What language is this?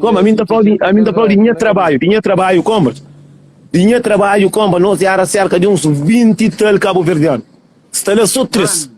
Kabuverdianu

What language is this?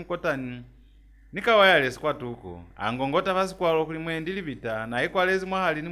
Lozi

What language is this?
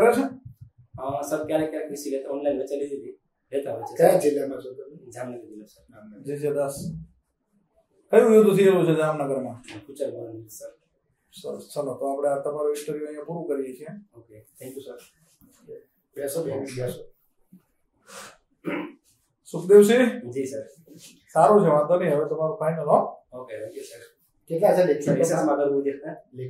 Gujarati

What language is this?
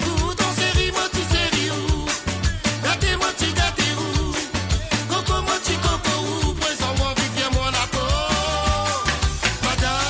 Morisyen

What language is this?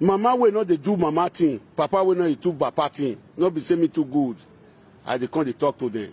Nigerian Pidgin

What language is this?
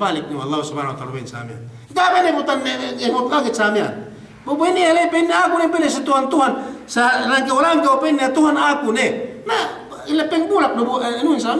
Yakan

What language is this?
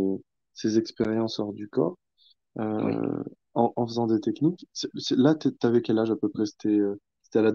French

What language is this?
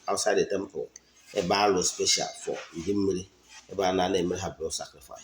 Igbo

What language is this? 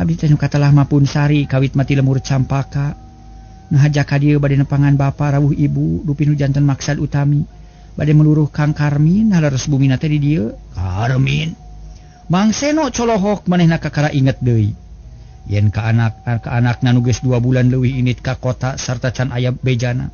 Sundanese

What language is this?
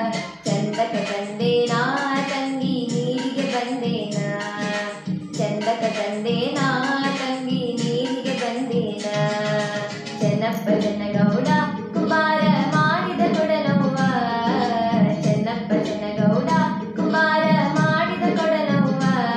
Kannada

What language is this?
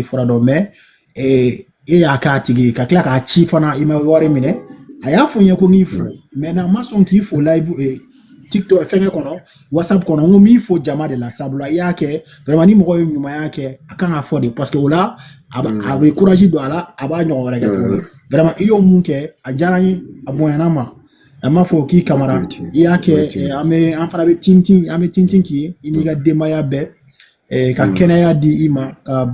Bambara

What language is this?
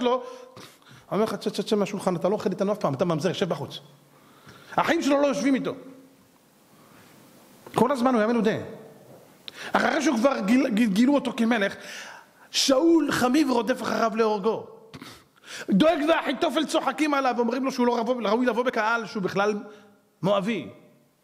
Hebrew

